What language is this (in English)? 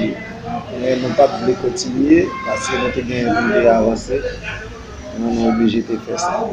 Haitian Creole